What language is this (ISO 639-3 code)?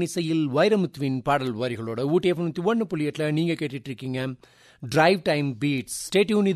tam